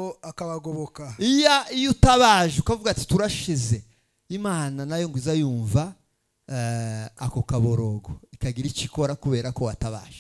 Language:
Kinyarwanda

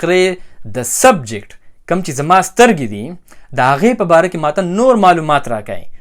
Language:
Pashto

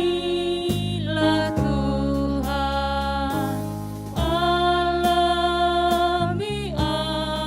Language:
Batak Karo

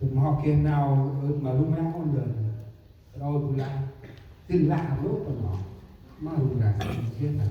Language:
Central Mnong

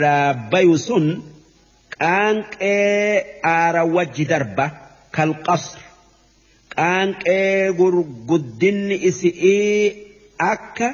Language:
Oromo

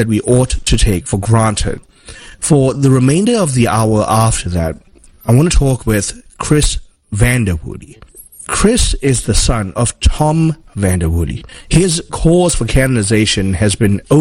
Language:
English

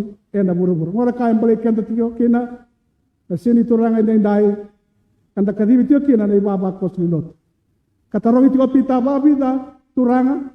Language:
Fijian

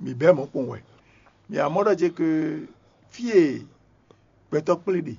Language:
Fon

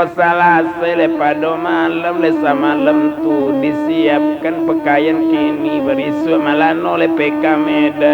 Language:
Minangkabau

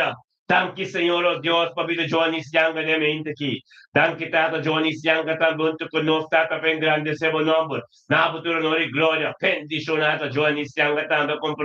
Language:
Papiamento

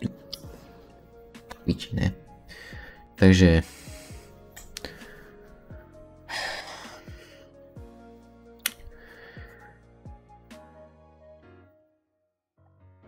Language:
Slovak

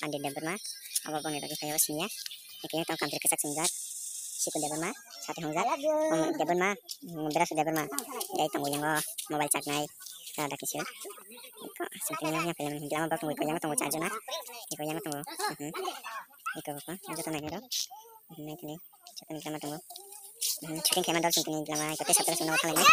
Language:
Kok Borok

